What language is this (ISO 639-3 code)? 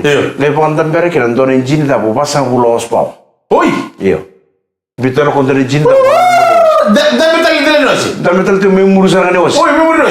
fij